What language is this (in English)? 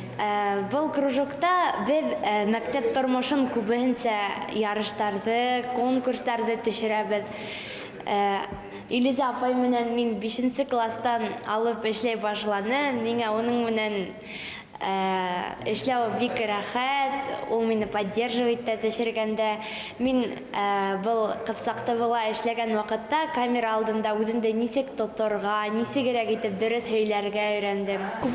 Bashkir